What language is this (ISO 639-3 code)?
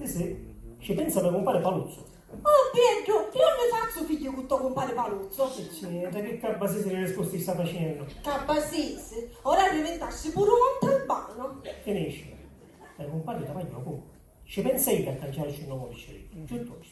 scn